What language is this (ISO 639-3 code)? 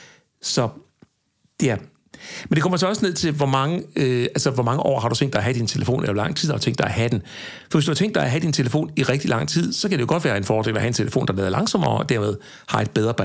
dan